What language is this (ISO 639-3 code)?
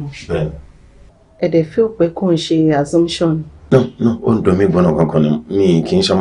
yor